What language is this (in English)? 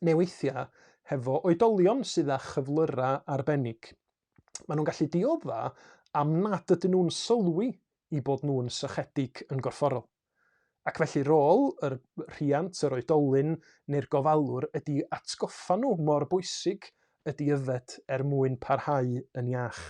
Welsh